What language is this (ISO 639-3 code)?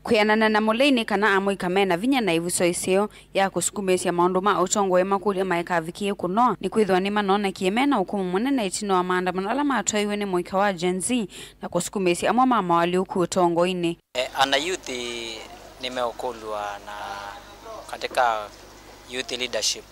kam